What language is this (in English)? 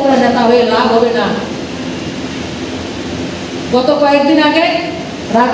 Bangla